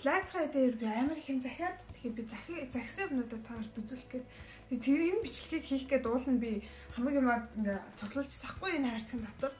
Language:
Mongolian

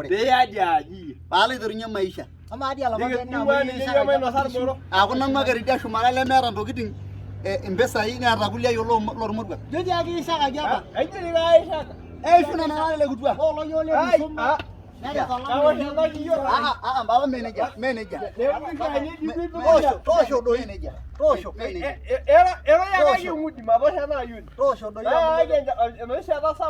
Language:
Masai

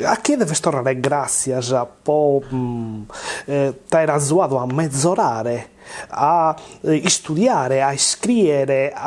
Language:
Sardinian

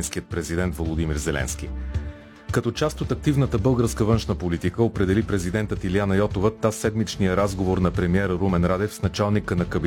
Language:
Bulgarian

